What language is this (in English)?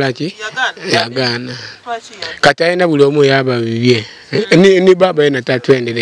Ganda